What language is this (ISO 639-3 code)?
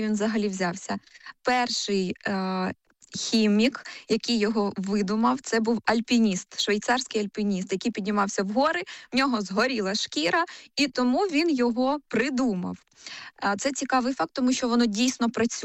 ukr